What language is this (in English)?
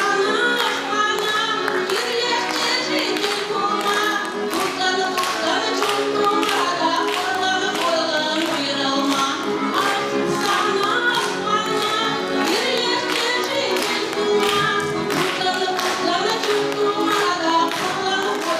Chuvash